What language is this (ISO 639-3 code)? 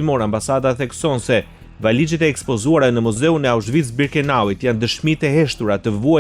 sqi